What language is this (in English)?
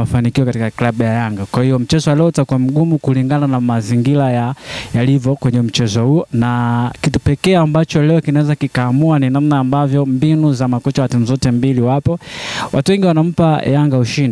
Swahili